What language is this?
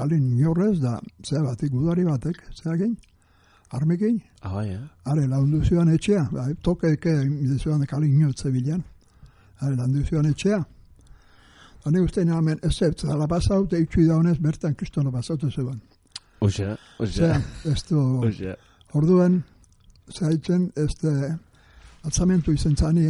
Basque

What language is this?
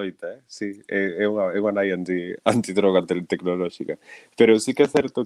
Galician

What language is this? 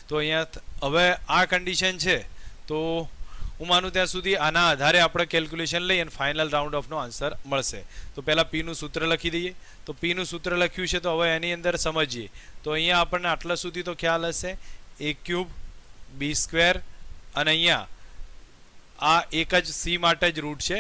Gujarati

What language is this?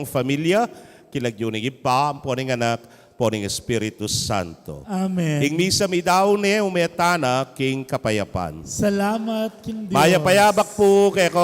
Pampanga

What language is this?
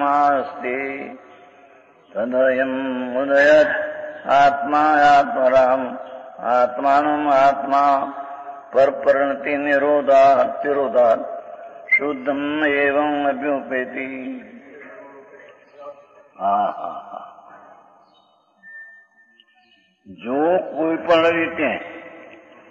Gujarati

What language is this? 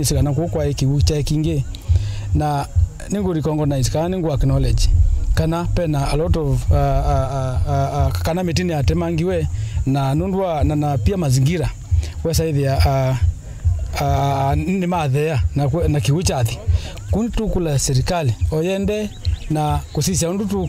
Kamba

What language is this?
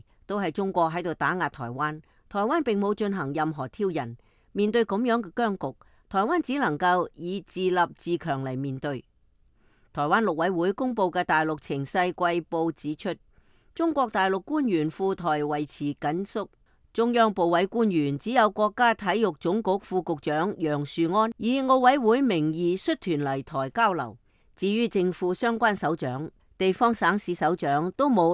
Cantonese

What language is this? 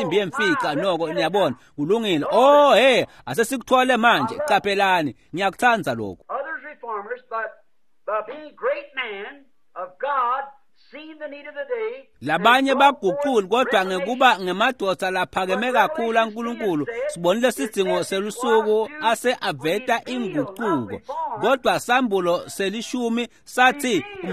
Swati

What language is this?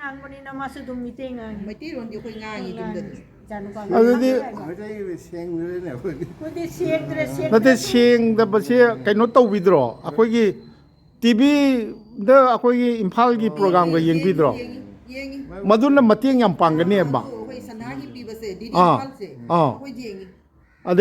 Manipuri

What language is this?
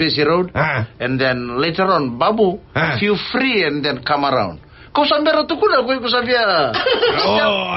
Fijian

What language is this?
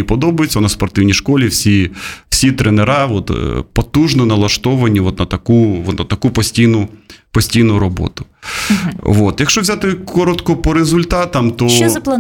Ukrainian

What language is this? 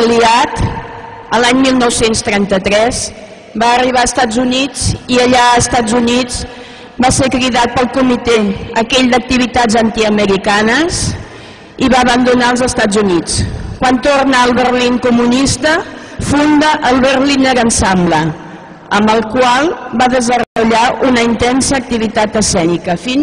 Catalan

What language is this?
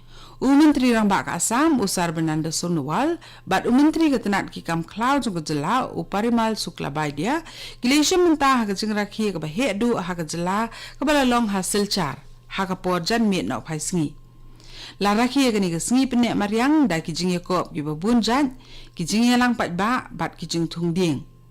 Khasi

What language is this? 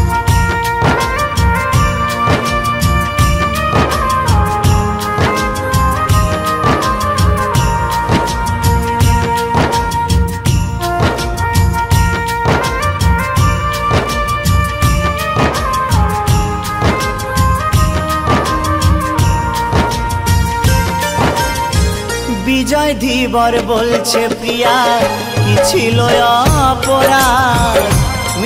Bangla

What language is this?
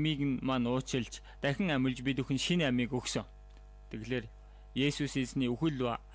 Mongolian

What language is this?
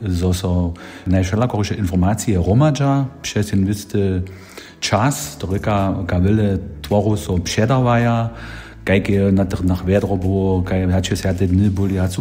Upper Sorbian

